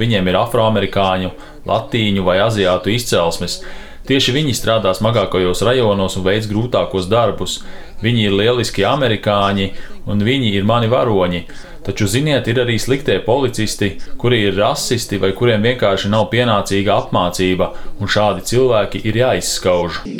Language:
Latvian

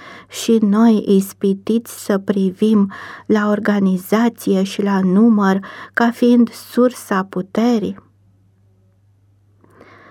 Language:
Romanian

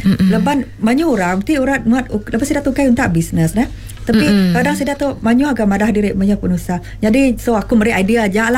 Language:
Malay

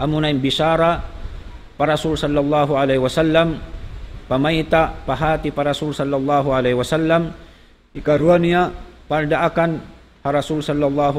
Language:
Tausug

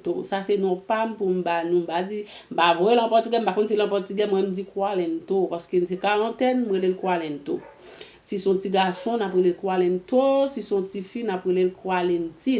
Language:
Haitian Creole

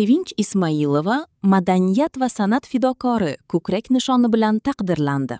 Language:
Uzbek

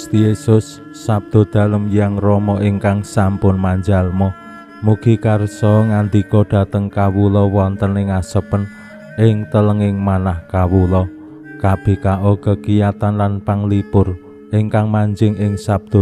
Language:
Javanese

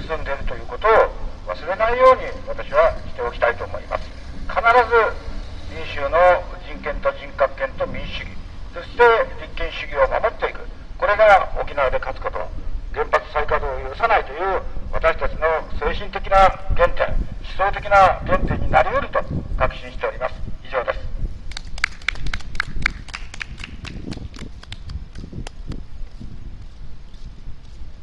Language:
Japanese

